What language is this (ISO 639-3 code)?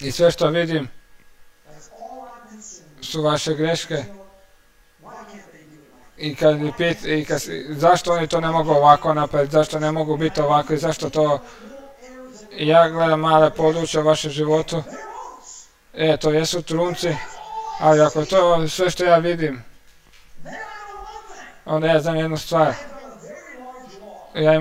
hrv